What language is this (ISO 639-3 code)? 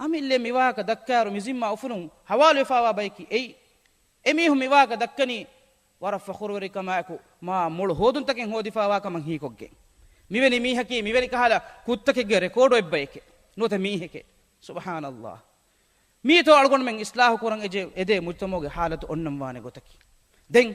div